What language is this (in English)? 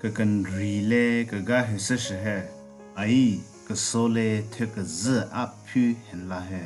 Southern Rengma Naga